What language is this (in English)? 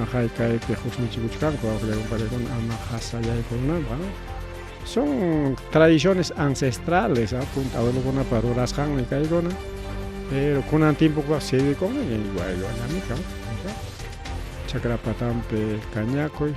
Ayacucho Quechua